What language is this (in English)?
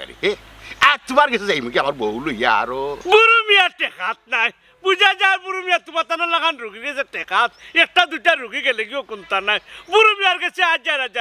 Sylheti